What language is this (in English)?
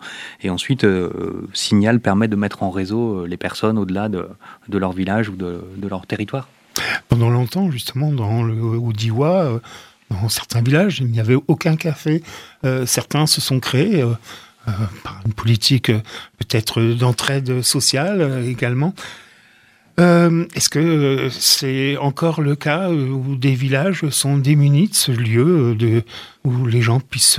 French